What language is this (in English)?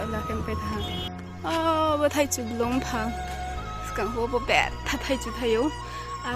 Riang (India)